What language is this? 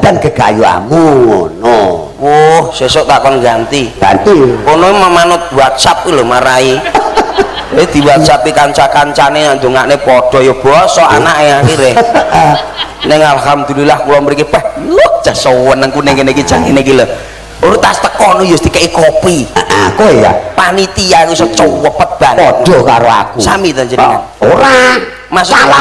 Javanese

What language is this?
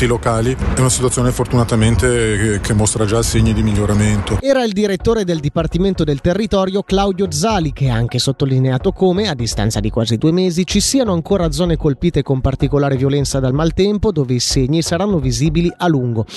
Italian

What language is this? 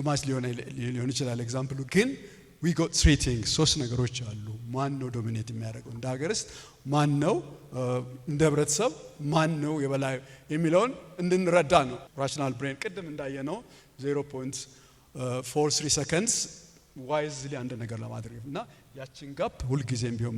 Amharic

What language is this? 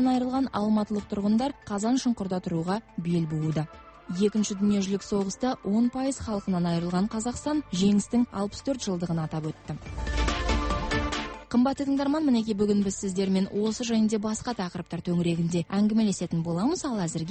Kazakh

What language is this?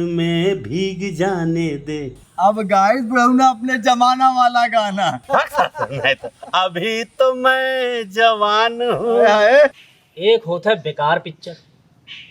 Awadhi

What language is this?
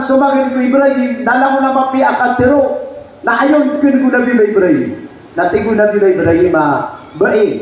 Maranao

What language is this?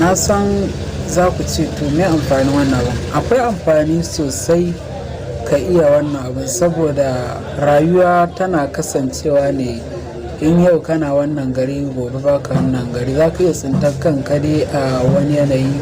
Hausa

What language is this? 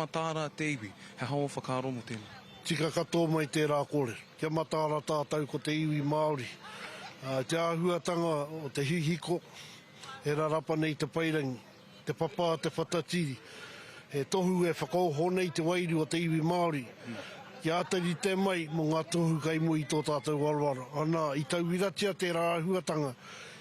Māori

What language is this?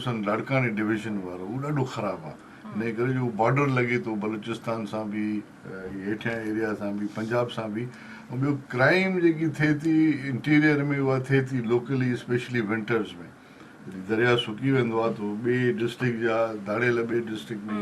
Sindhi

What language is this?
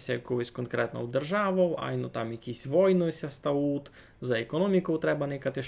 Rusyn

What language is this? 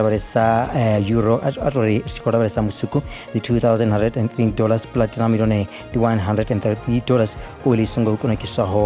Venda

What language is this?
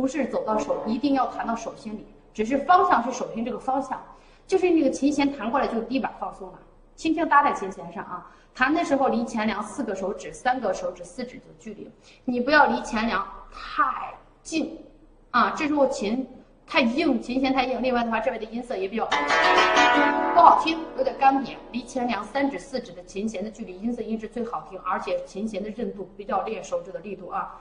Chinese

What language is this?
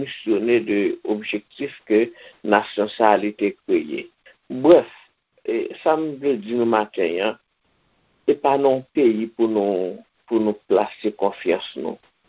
Haitian Creole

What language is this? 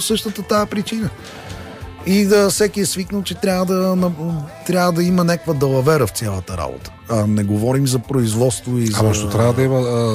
Bulgarian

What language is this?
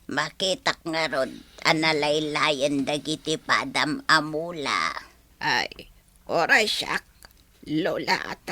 Iloko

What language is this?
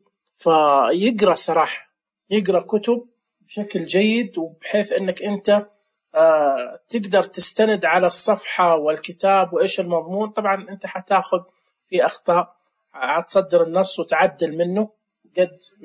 Najdi Arabic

